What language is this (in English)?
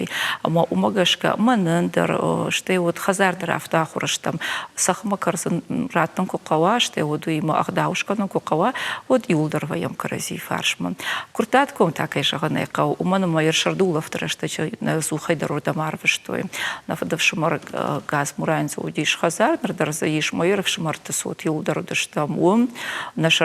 Ossetic